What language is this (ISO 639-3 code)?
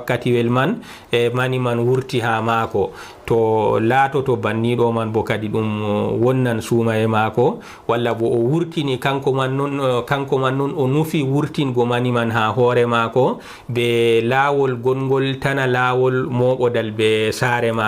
ful